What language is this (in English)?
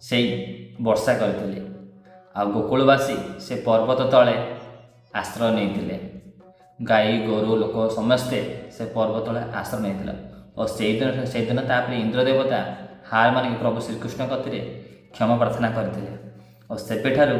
Odia